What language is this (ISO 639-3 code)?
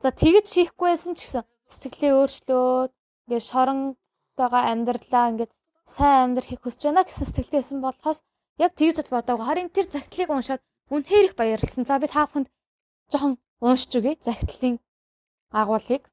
mon